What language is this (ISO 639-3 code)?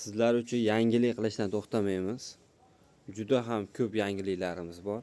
uzb